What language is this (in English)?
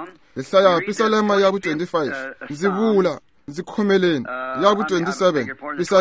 Tsonga